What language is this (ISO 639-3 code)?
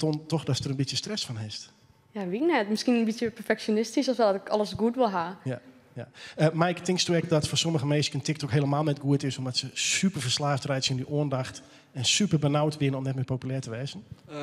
fry